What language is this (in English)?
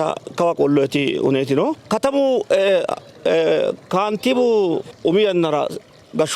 Sidamo